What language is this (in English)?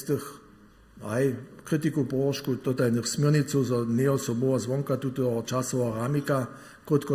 Upper Sorbian